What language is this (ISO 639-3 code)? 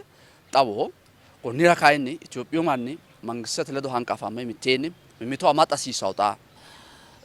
sid